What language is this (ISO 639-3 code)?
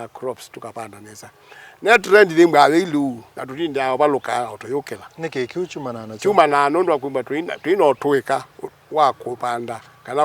kam